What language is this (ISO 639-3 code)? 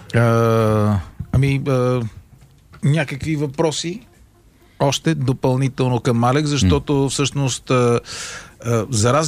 bul